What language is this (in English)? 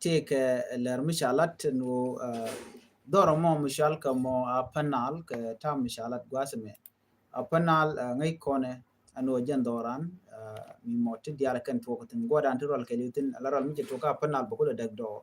Nuer